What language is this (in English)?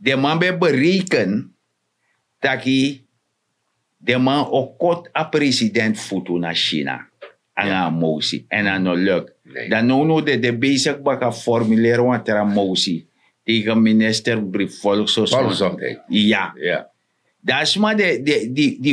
Sranan Tongo